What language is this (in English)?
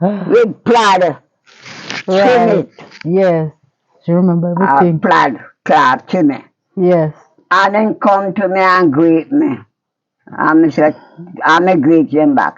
Jamaican Creole English